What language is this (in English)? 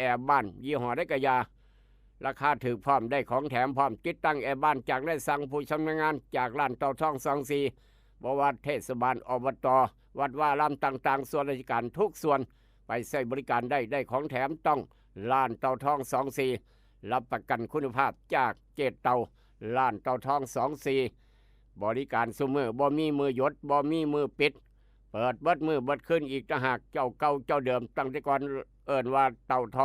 Northeastern Thai